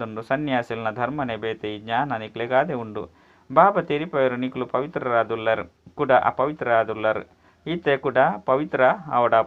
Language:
Tulu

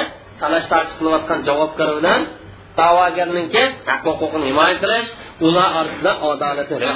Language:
Uyghur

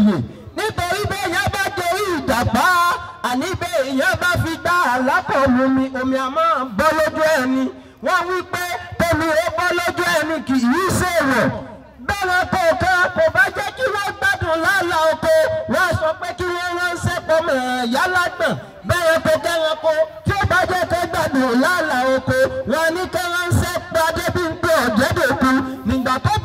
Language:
Yoruba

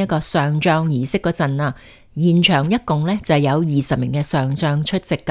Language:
Cantonese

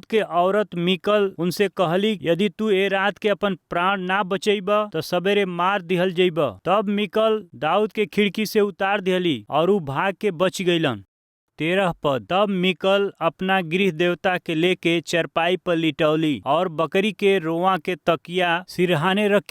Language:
Bhojpuri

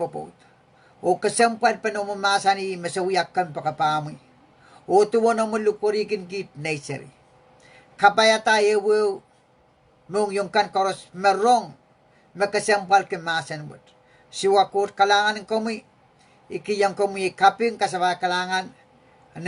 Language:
Pohnpeian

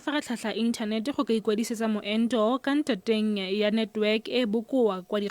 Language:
Tswana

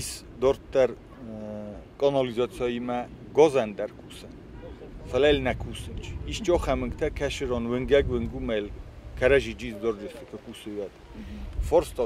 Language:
Ossetic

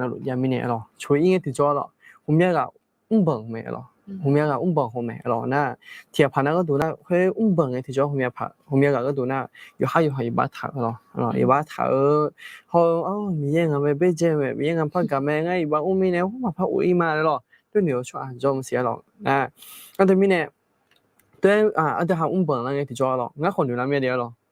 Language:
Akha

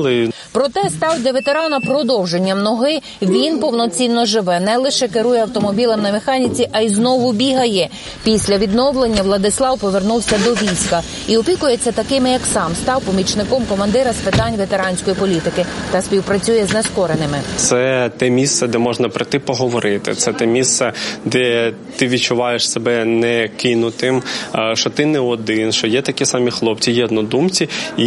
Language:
Ukrainian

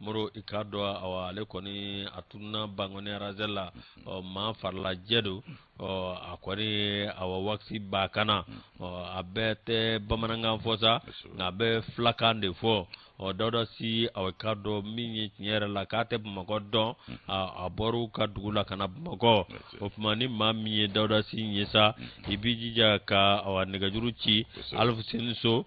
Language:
Bambara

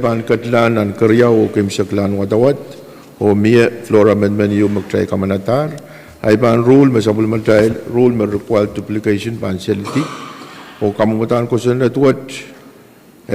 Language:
Pohnpeian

